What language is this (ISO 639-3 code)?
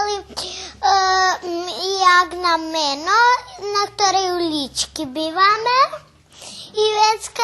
rue